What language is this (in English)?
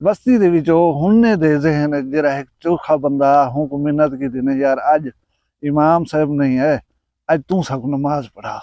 Saraiki